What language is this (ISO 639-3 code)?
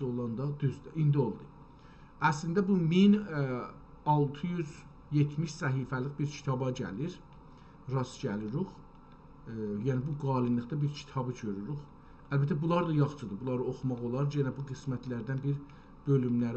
azb